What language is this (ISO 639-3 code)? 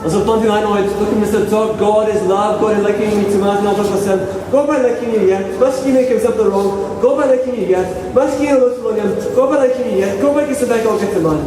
tpi